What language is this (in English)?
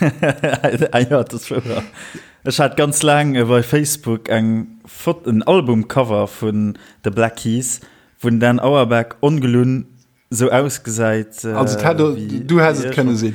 Luxembourgish